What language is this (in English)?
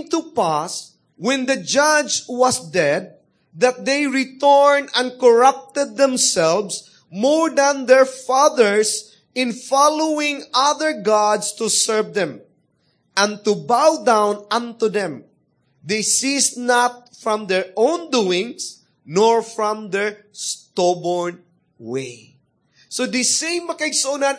Cebuano